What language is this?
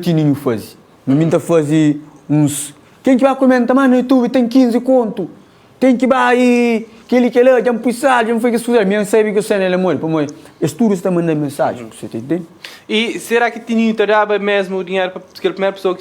Kabuverdianu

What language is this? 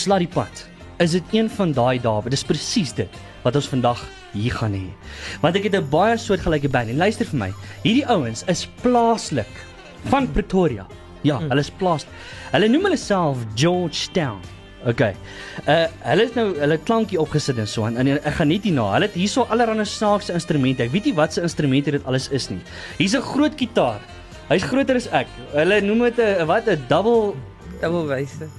Afrikaans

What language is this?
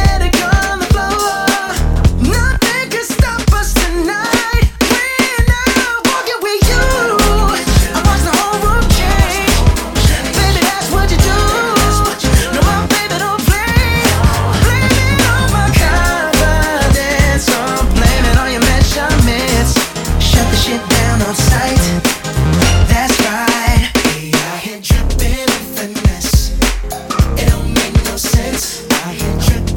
English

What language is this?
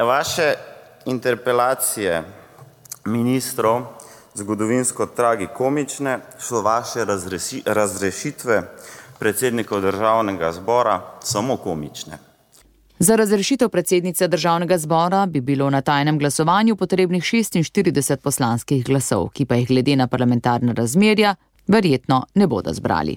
Slovenian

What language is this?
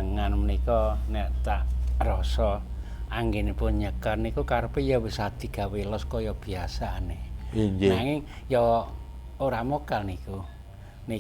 Javanese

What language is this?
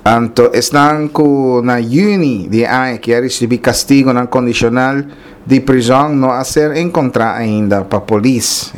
Papiamento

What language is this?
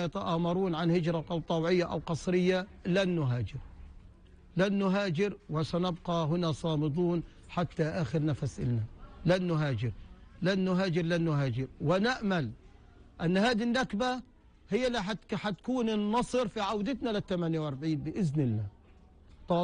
North Levantine Arabic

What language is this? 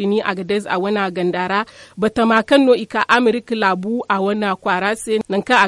Zarma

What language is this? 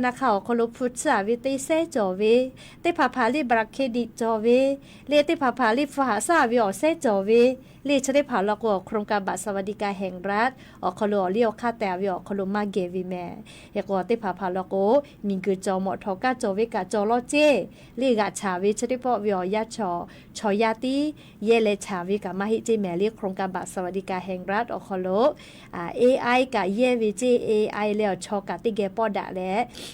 Lahu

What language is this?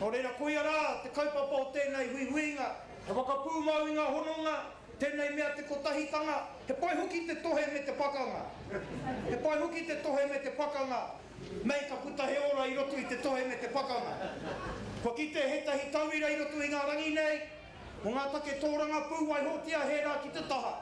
Māori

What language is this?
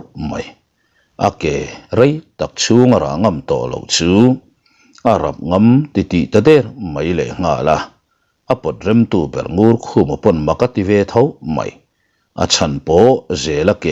Mizo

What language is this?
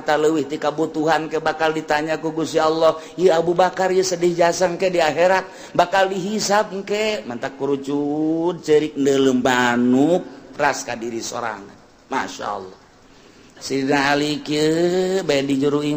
Sundanese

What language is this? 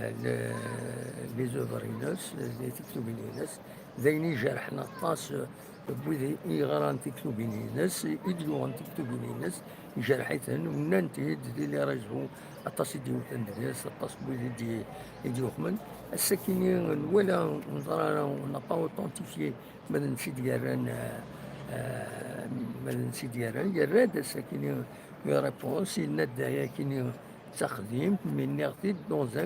Kabyle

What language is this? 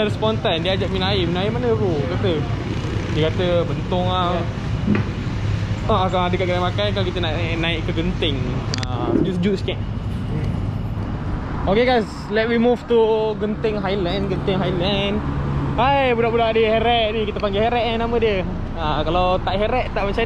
Malay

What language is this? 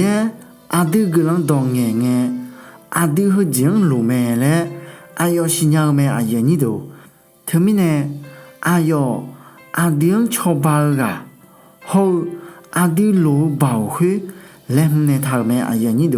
Akha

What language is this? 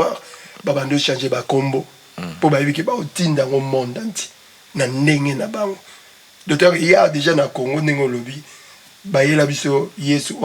Lingala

